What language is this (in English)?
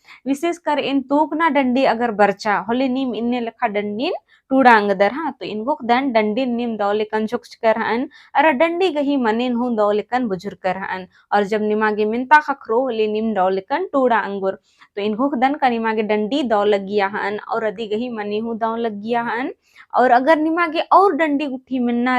Kurukh